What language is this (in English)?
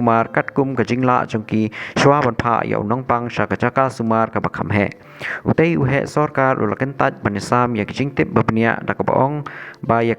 Khasi